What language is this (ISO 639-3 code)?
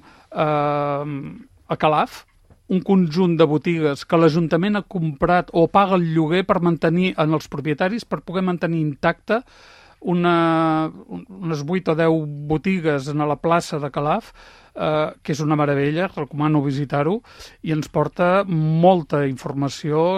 cat